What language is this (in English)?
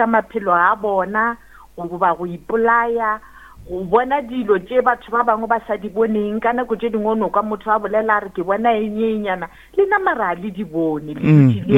Northern Sotho